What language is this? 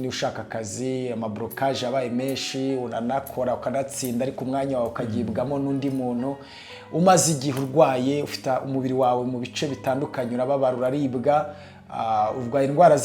Kinyarwanda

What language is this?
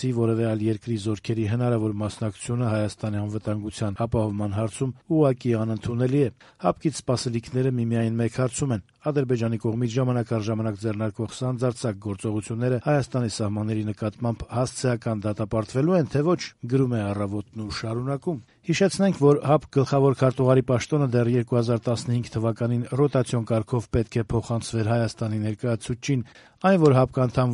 Armenian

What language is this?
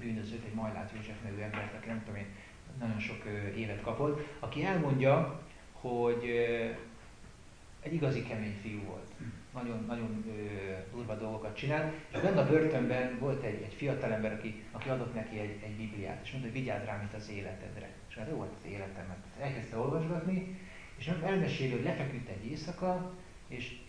Hungarian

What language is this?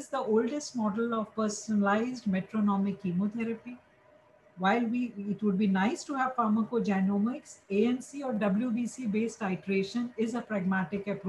English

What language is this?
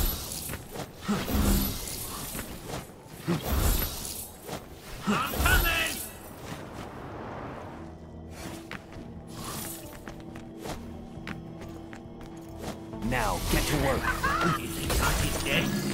English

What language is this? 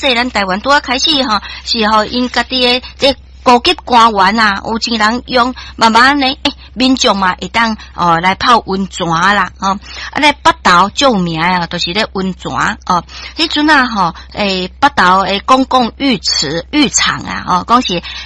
Min Nan Chinese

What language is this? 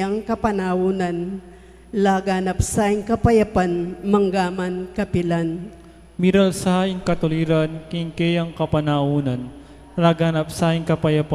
Pampanga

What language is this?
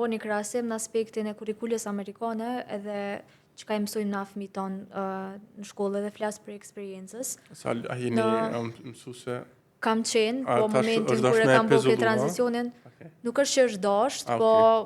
Albanian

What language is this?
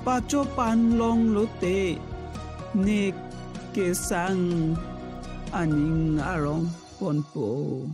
Karbi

